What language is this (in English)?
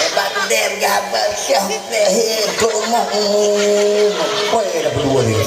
Achinese